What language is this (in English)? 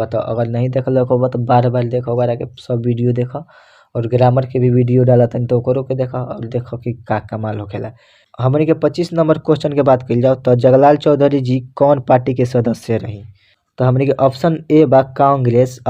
Bhojpuri